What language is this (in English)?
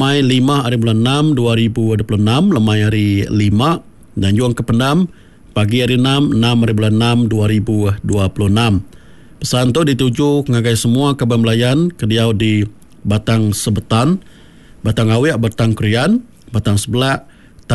Iban